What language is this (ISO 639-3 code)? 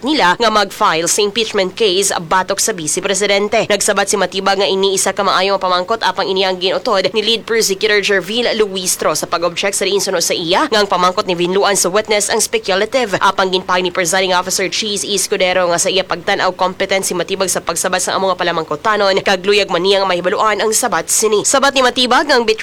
hil